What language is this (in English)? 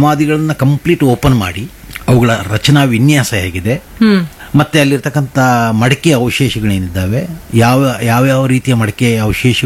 Kannada